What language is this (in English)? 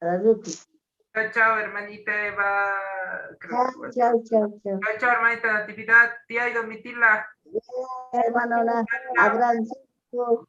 Quechua